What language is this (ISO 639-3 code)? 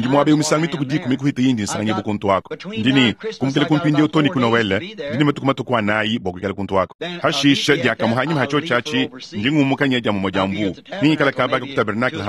lua